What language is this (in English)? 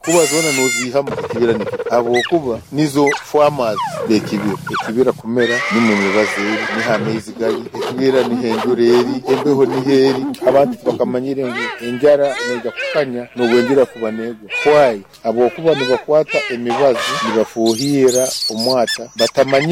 Nyankole